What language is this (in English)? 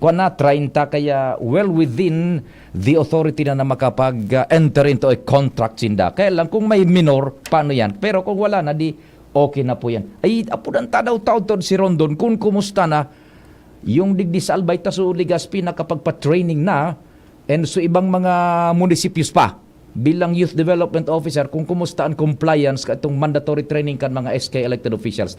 Bikol